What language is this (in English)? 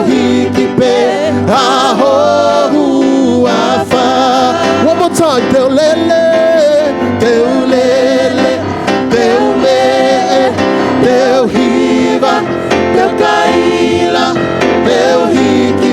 Tongan